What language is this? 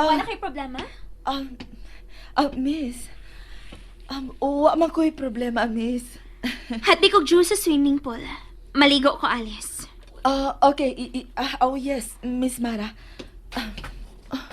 Cebuano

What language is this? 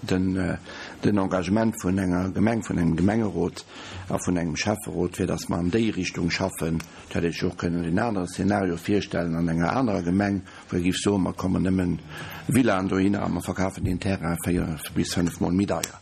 Luxembourgish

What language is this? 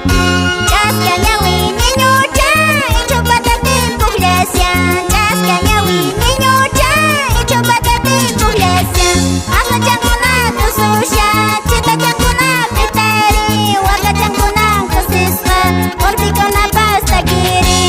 Quechua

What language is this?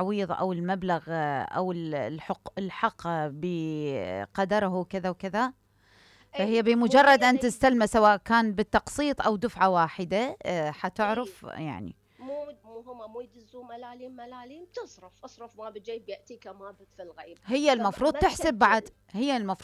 Mesopotamian Arabic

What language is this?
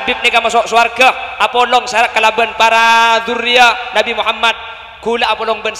Madurese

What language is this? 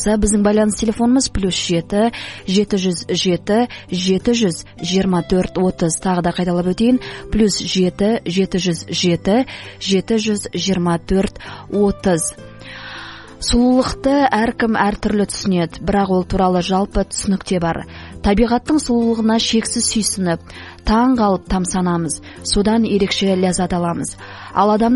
Kazakh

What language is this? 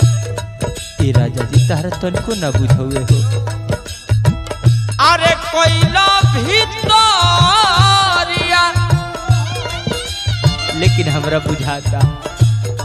Bhojpuri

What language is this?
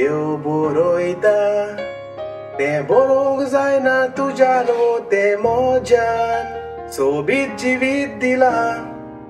Konkani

